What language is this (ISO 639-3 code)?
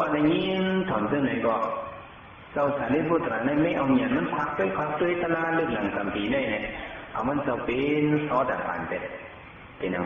shn